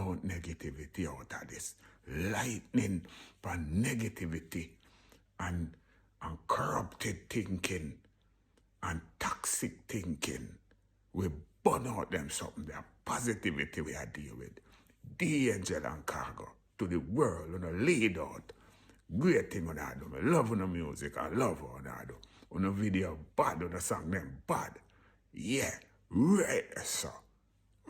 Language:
Jamaican Creole English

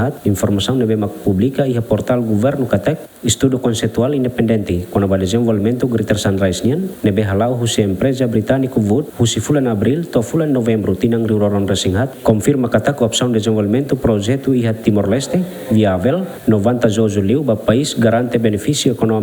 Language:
Tetum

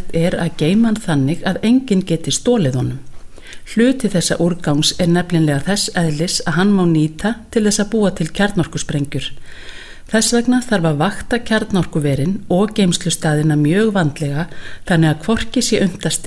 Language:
Icelandic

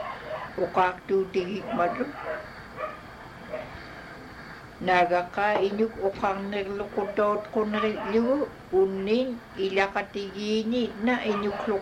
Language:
Inupiaq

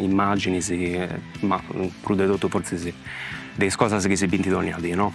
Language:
Sardinian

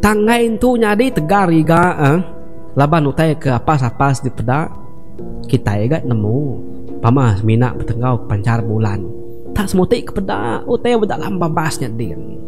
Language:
Iban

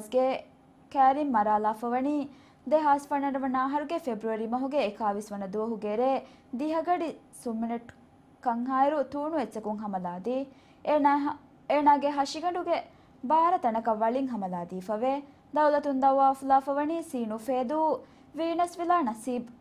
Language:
Divehi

